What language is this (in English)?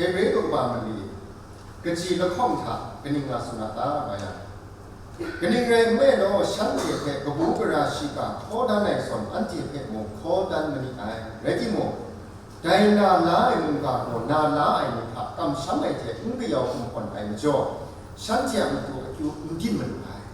Kachin